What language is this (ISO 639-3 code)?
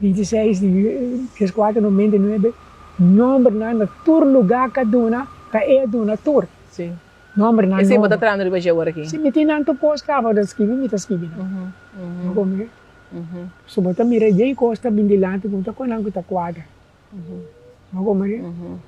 pap